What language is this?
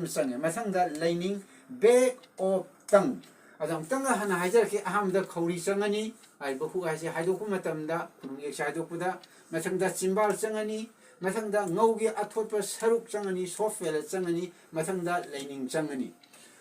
Manipuri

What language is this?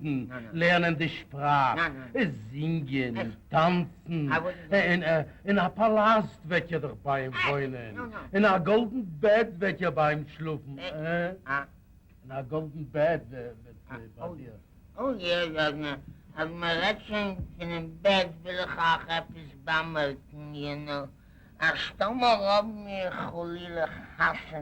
Yiddish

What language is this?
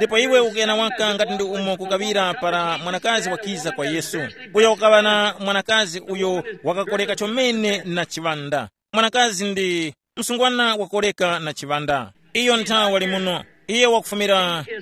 Tumbuka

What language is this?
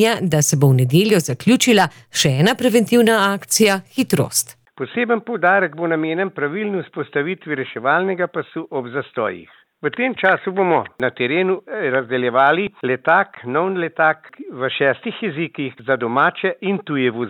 Slovenian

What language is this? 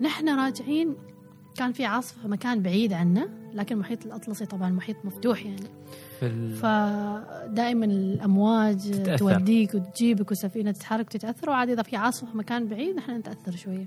Gulf Arabic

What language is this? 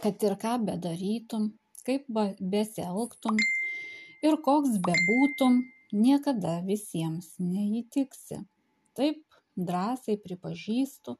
Lithuanian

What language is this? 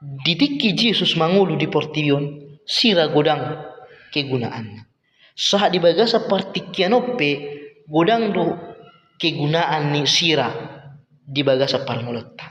Batak Toba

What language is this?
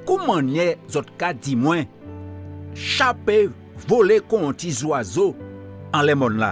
Guadeloupean Creole French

